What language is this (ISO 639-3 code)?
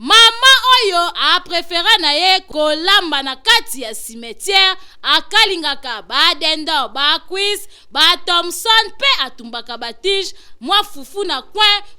lin